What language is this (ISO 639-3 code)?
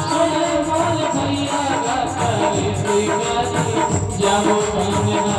hne